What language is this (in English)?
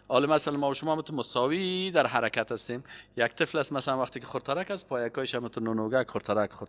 Persian